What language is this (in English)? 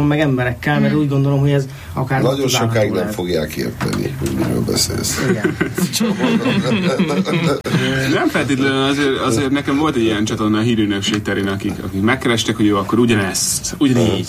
Hungarian